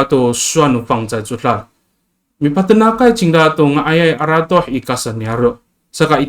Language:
Amis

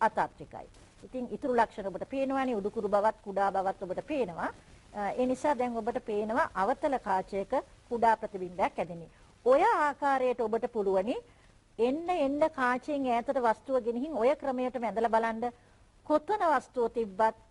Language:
Sinhala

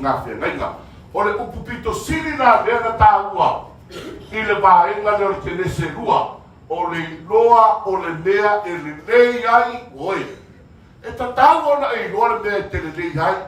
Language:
Samoan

